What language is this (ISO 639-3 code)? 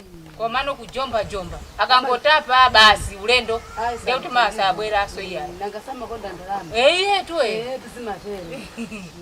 nya